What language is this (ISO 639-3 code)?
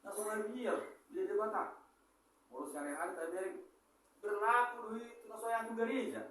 bbc